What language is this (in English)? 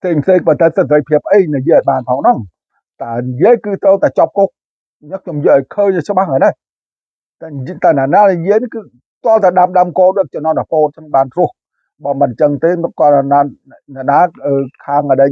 Khmer